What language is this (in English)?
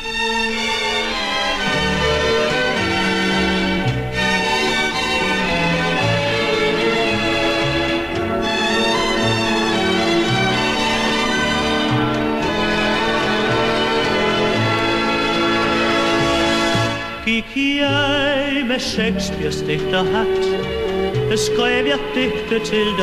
Danish